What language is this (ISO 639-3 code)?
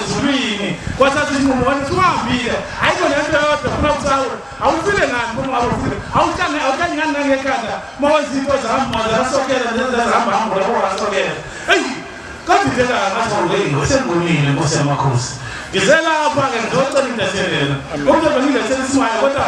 zul